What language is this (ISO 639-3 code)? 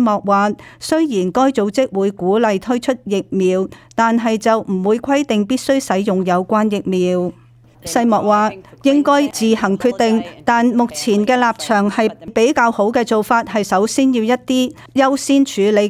yue